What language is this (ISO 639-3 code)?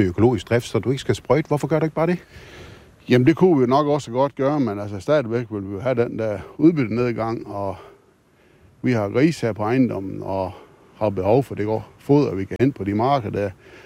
dan